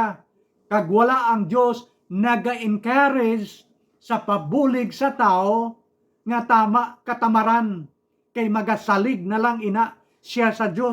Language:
Hiligaynon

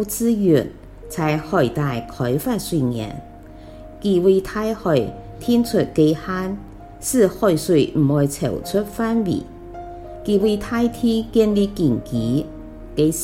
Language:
Hakka Chinese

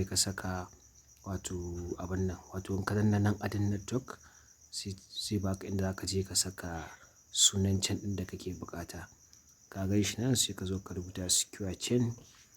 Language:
Hausa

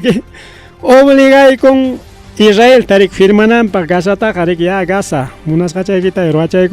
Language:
Ayacucho Quechua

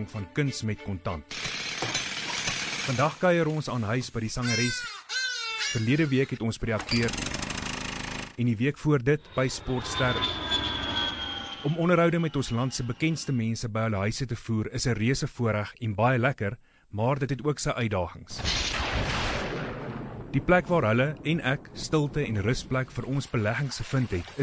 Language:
Afrikaans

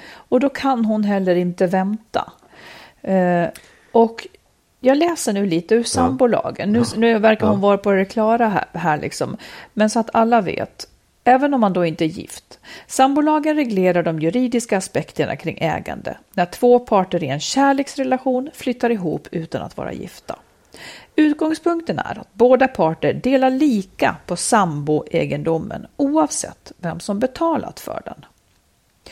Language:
Swedish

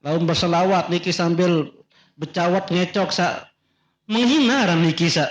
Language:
Sasak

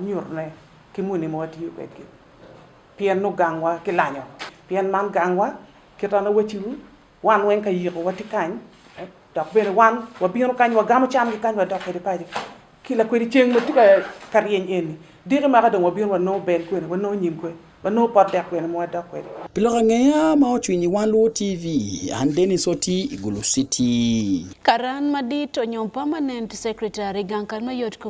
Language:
Acoli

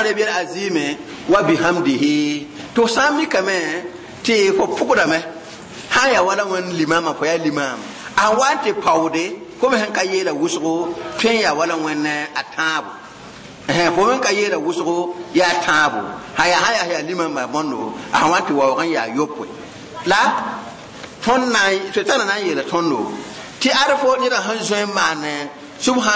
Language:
Mossi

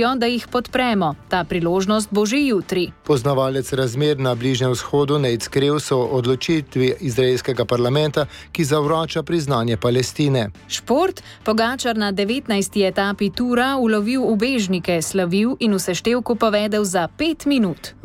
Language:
Slovenian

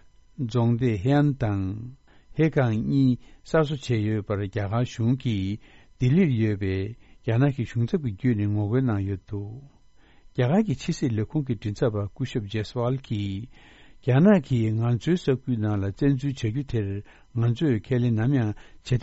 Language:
Tibetan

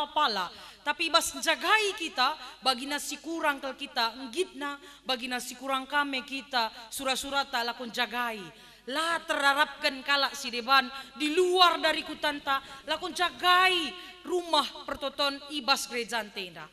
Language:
Batak Karo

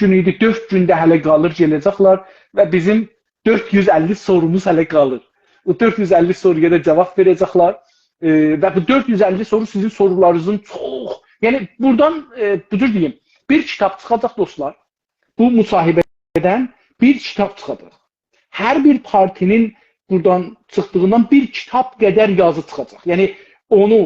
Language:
South Azerbaijani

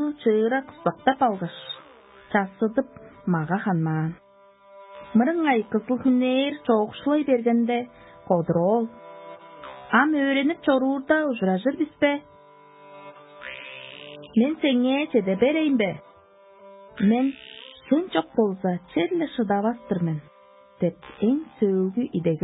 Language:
Tuvinian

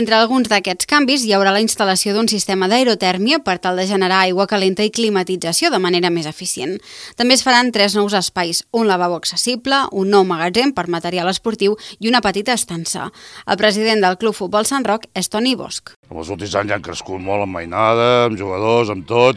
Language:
Catalan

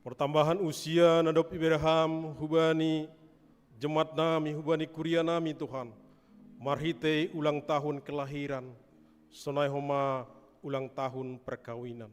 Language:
Batak Simalungun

